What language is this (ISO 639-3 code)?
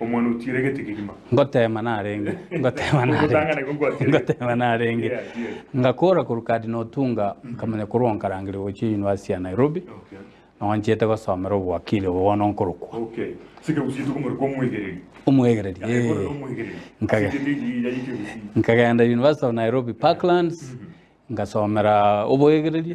guz